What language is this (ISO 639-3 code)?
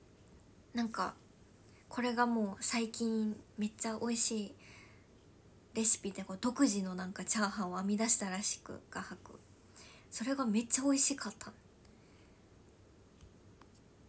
jpn